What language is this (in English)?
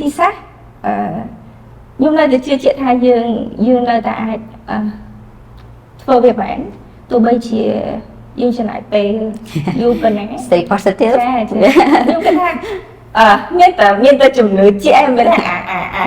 Khmer